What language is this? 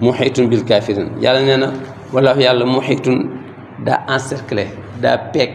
Wolof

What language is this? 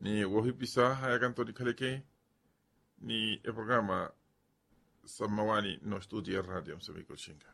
Makhuwa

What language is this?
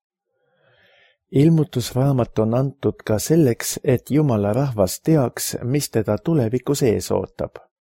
Estonian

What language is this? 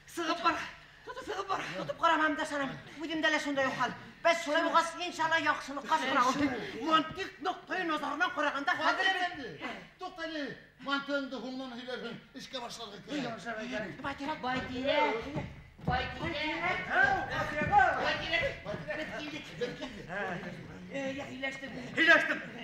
Bashkir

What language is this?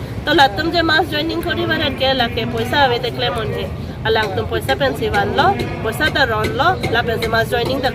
Karbi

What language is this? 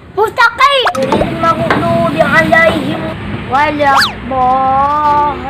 Achinese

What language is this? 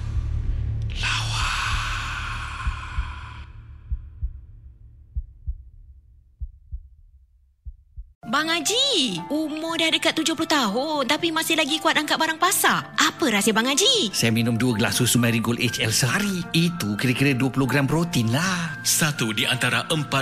Malay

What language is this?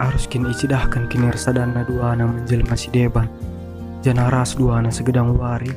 Batak Karo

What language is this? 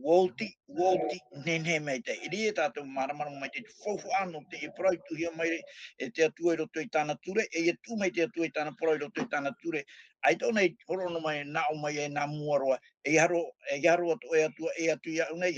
Tahitian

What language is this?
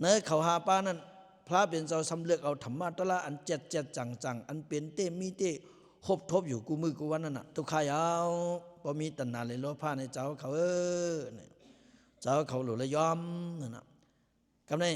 Lao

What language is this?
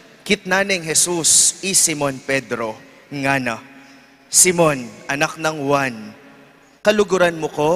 Pampanga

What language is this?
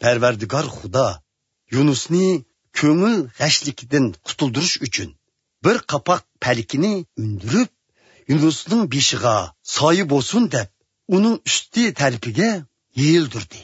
Uyghur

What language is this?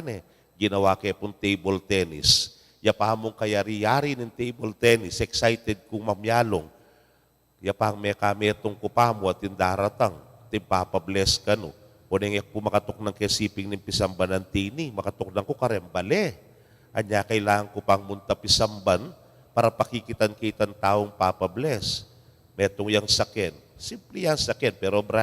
Pampanga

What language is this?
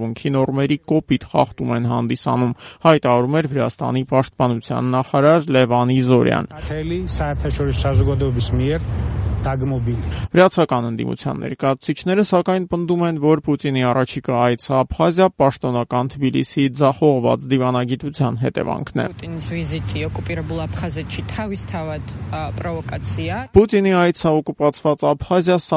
Armenian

